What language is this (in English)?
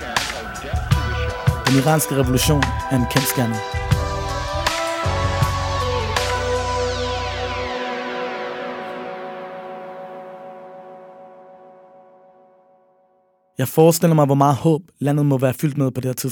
Danish